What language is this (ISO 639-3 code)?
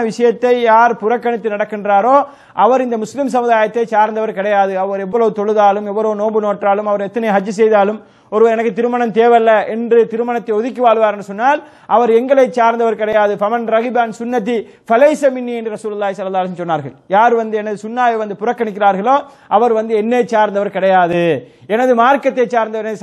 tam